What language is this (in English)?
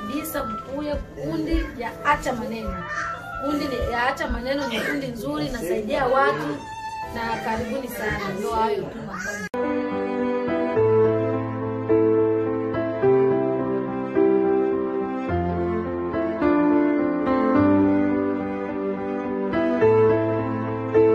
Swahili